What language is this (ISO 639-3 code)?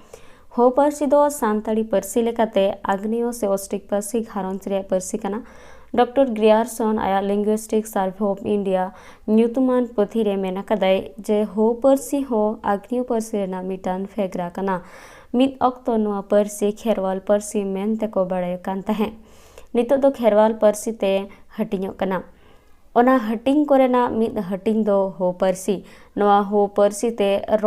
sat